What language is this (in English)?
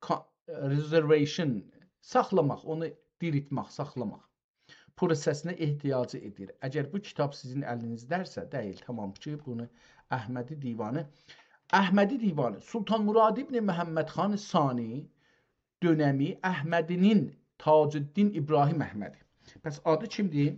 South Azerbaijani